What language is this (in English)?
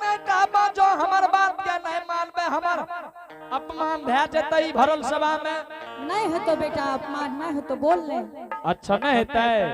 Angika